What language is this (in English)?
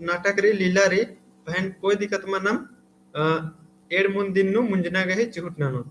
Kurukh